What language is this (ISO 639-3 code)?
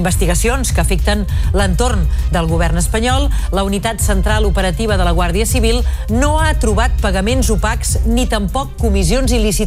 cat